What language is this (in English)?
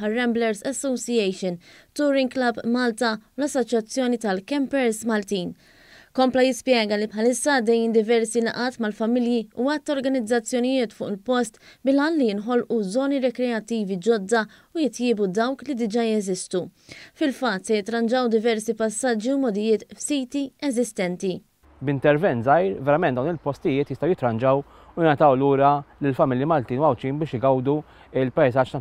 Maltese